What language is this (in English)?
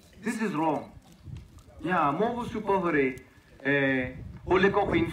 Tswana